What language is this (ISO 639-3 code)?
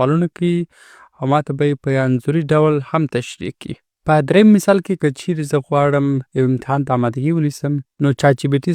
pus